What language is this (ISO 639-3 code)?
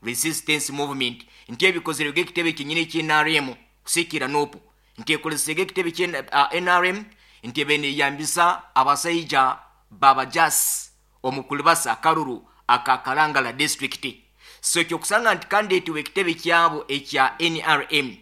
nyn